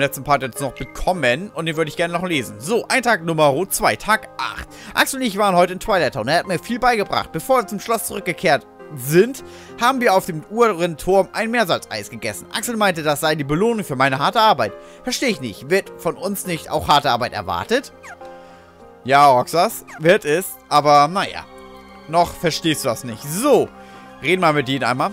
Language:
German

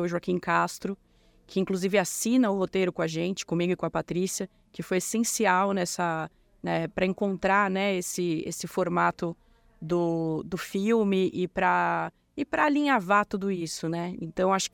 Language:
Portuguese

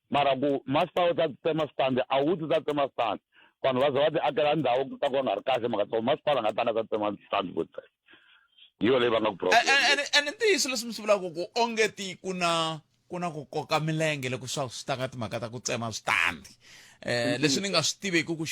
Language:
Tsonga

